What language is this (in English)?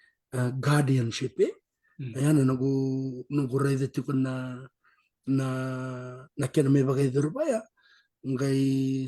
Fijian